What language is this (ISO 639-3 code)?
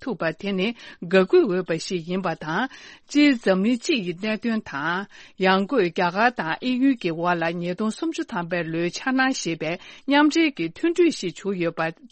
bod